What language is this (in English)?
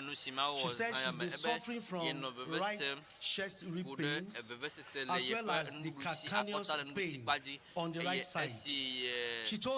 Ewe